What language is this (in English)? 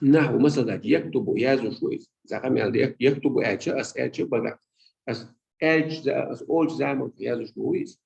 Chechen